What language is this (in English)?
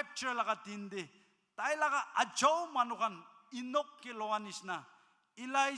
Naga Pidgin